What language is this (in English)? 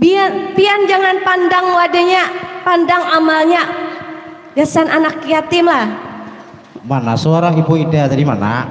Banjar